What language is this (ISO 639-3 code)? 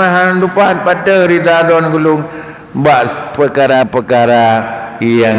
ace